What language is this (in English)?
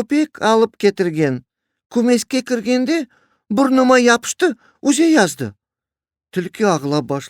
Crimean Tatar